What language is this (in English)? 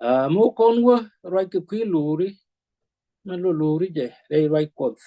Nuer